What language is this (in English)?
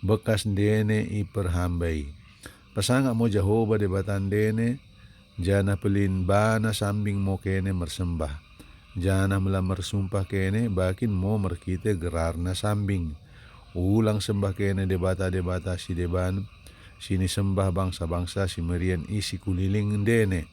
Batak Dairi